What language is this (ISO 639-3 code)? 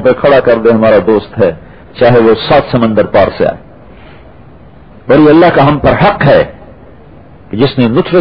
urd